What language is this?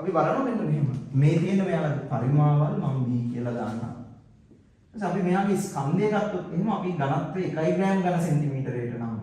Sinhala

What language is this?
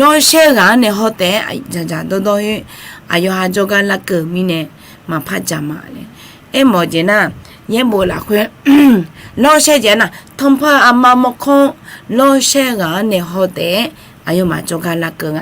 Akha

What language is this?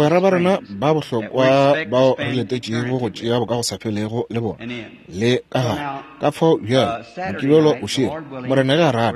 Northern Sotho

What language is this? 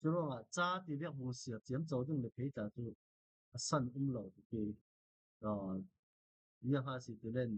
Falam Chin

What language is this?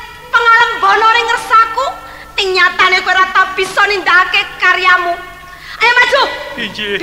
Javanese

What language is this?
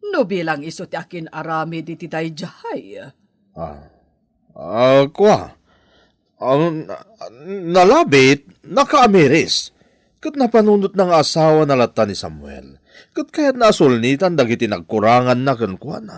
Iloko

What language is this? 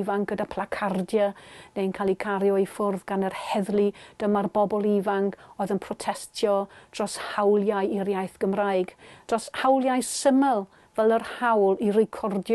Welsh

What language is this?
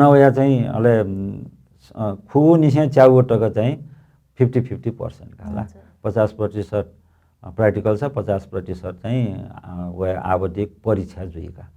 Newari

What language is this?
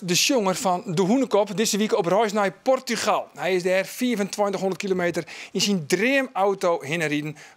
Western Frisian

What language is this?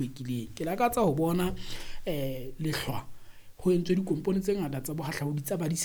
Southern Sotho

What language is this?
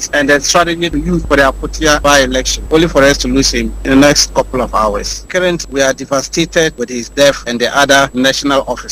Akan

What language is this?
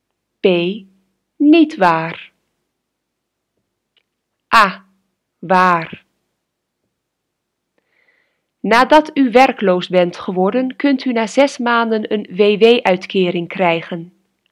Dutch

